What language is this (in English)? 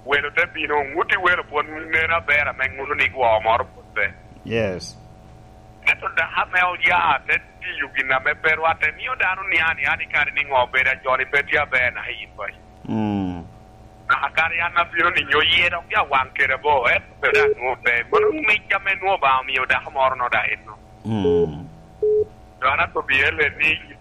Lango (Uganda)